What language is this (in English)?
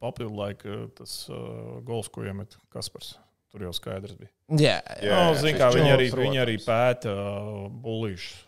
Latvian